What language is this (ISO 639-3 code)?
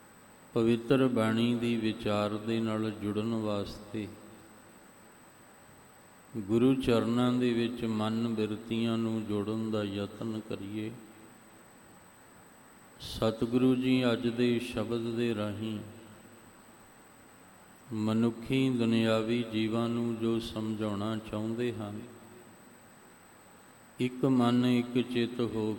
pan